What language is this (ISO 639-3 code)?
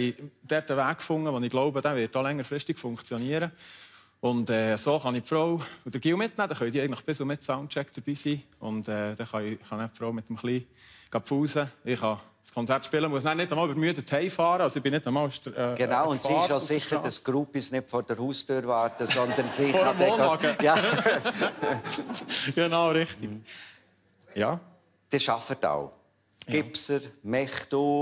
gsw